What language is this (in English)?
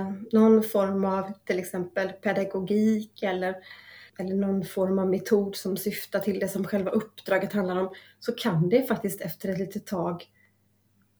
Swedish